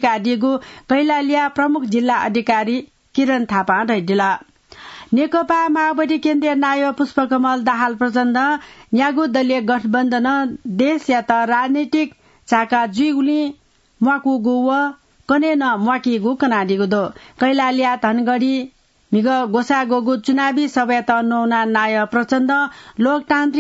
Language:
Newari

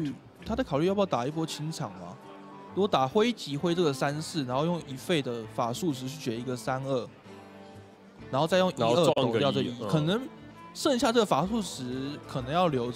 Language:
Chinese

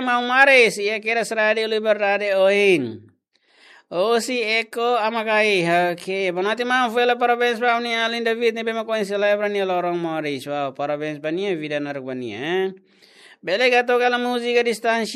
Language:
Tetum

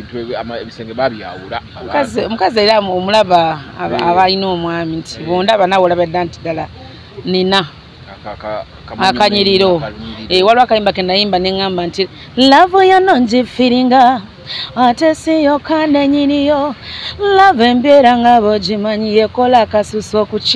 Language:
Ganda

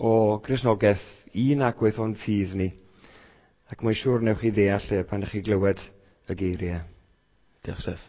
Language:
Welsh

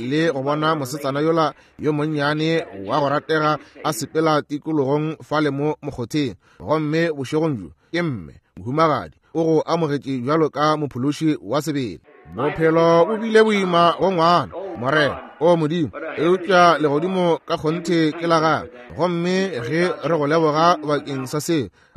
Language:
Northern Sotho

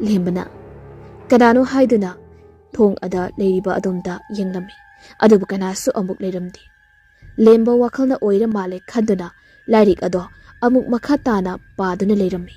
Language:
Manipuri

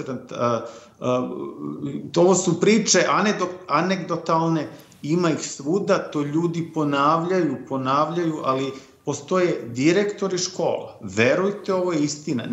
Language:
Serbian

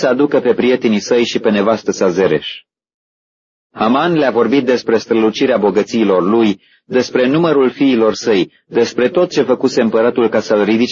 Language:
Romanian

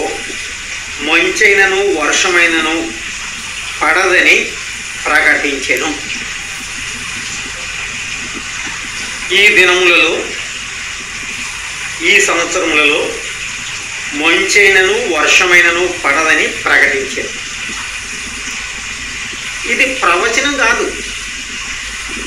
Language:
Telugu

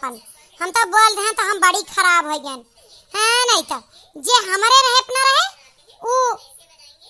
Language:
Awadhi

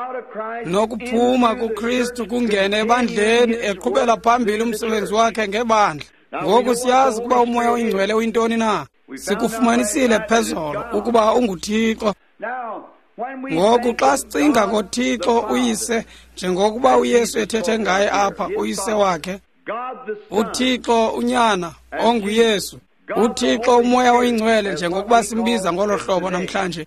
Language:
Xhosa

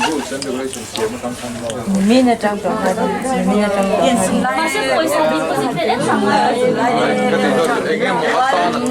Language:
Mizo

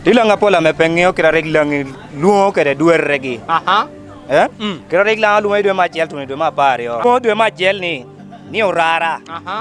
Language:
Lango (Uganda)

